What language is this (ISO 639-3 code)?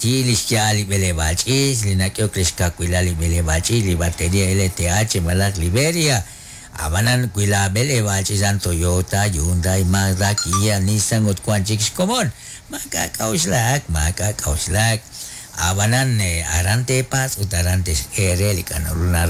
kek